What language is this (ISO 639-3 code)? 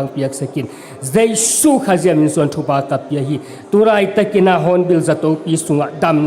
ctd